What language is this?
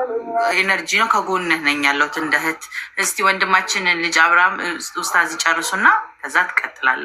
Amharic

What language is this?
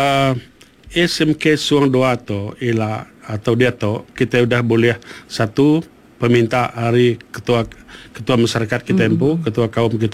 Iban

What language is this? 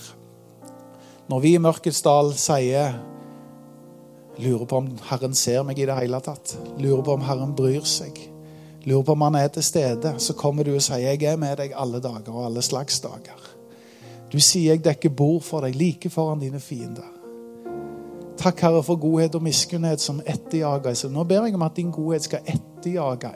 Norwegian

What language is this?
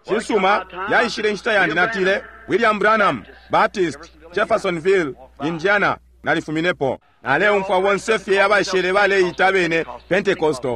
Bemba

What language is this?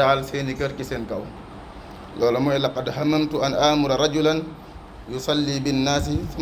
Wolof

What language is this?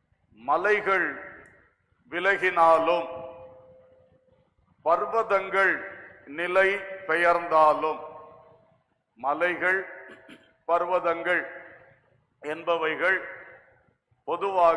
Tamil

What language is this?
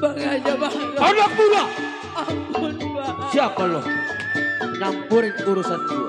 Betawi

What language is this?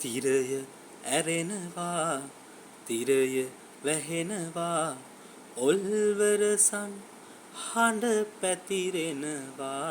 Sinhala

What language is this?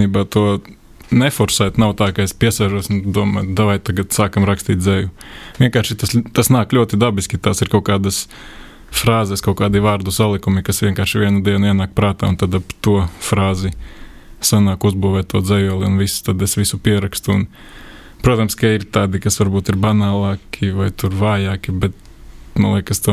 Latvian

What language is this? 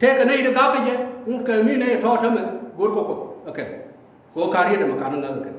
Nuer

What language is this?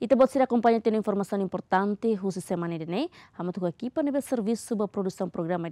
Tetum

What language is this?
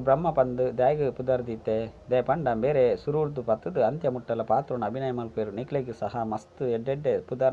Tulu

